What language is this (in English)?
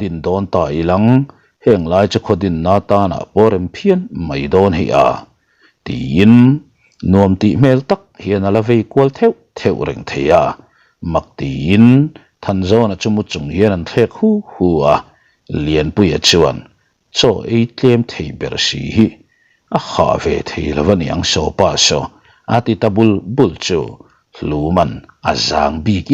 Mizo